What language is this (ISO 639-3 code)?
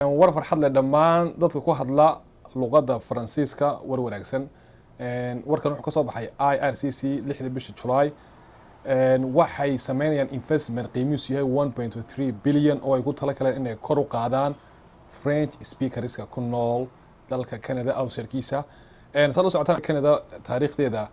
som